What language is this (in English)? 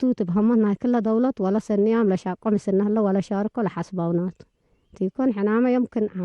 Tigre